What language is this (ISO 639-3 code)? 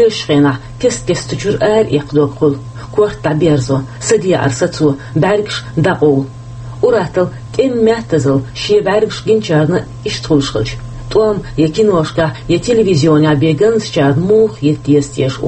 che